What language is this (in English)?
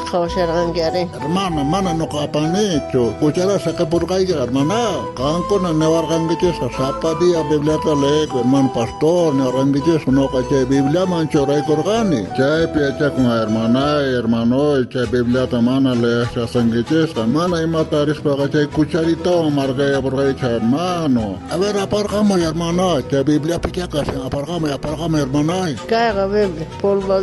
South Bolivian Quechua